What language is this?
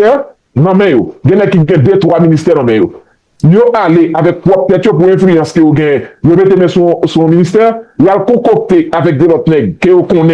Haitian Creole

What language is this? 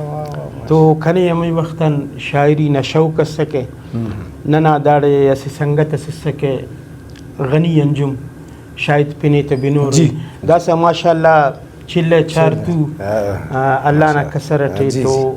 Brahui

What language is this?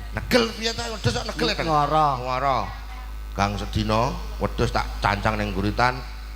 Javanese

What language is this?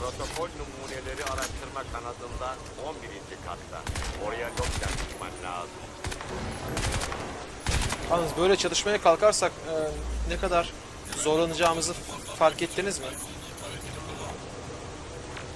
Turkish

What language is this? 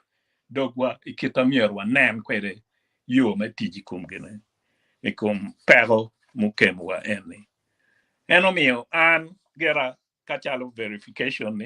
Acoli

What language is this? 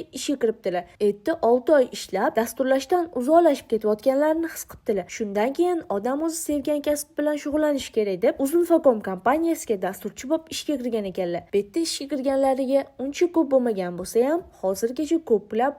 Uzbek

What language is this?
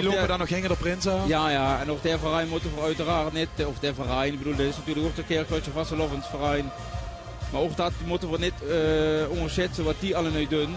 Limburgish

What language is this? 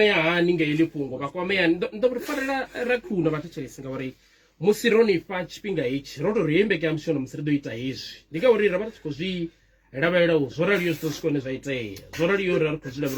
Venda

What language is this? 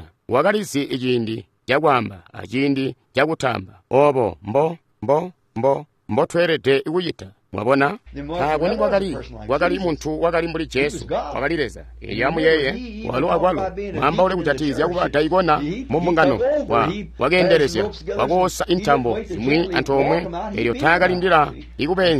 Tonga (Zambia)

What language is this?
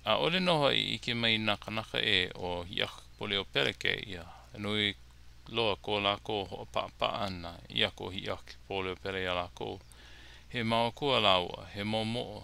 Hawaiian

